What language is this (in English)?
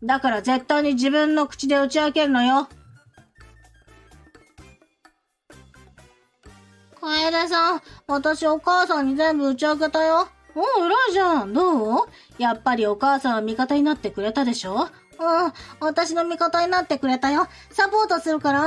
Japanese